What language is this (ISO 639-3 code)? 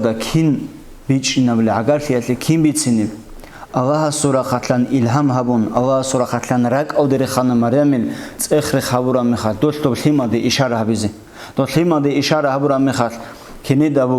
ava